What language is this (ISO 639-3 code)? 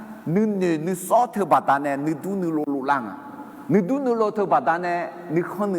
ahk